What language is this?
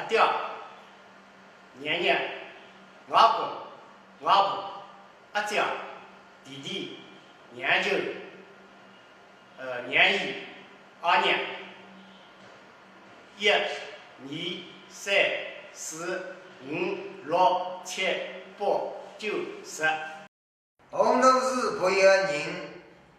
Wu Chinese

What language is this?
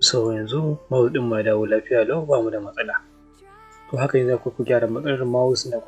Hausa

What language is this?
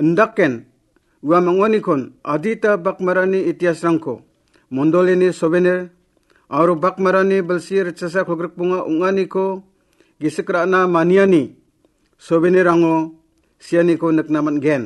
Garo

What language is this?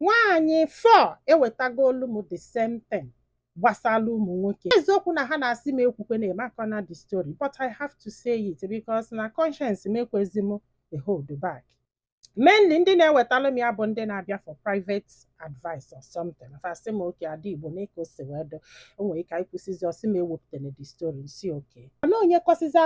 Igbo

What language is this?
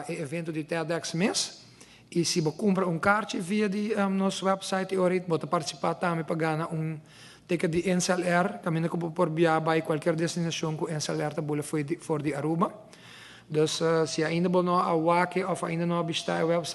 Papiamento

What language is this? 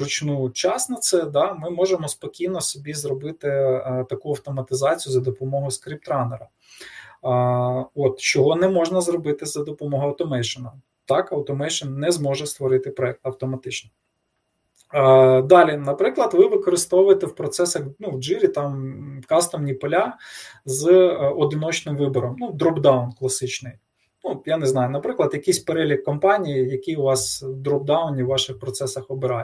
Ukrainian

